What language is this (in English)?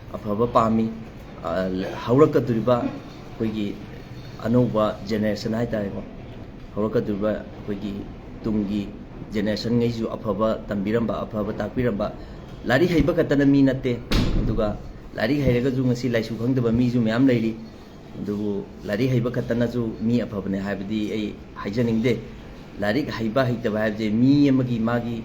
Manipuri